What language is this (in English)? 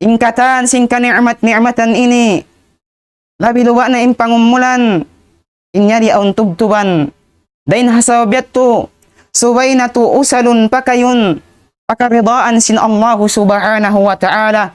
Tausug